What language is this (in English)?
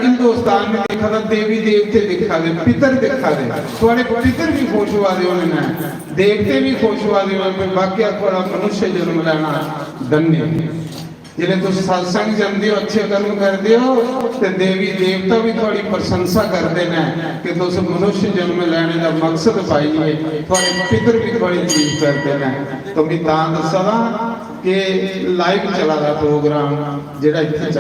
Dogri